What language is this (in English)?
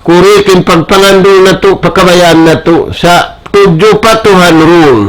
Tausug